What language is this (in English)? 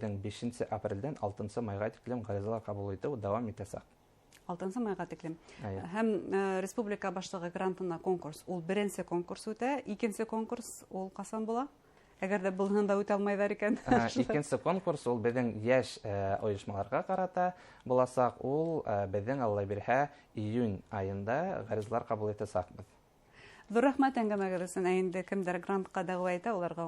Bashkir